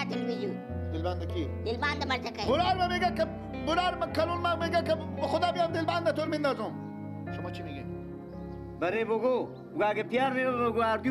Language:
Persian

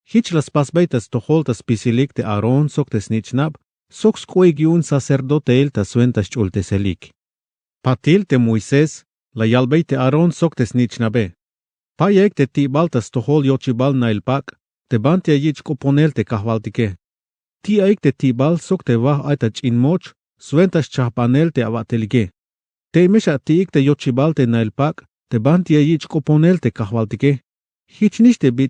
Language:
Tzeltal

